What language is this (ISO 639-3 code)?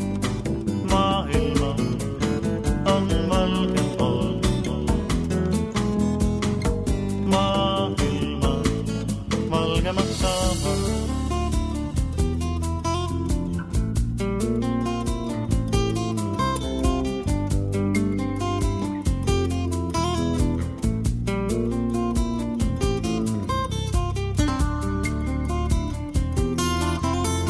est